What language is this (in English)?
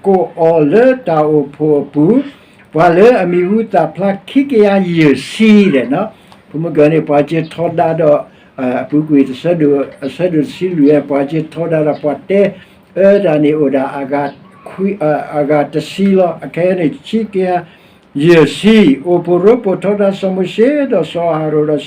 S'gaw Karen